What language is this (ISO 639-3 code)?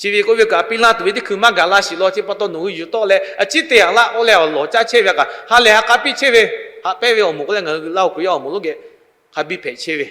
lhu